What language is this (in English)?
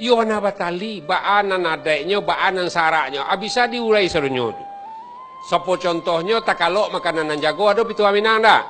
Minangkabau